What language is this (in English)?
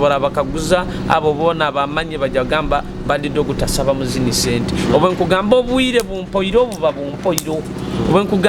Nyoro